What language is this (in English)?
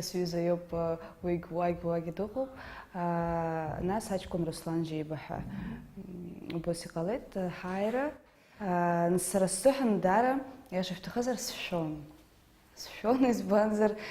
Abkhazian